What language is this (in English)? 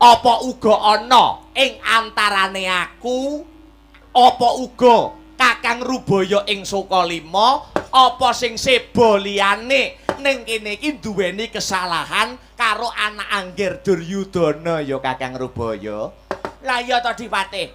Javanese